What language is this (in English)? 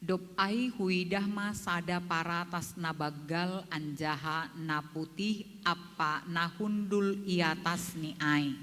Batak Simalungun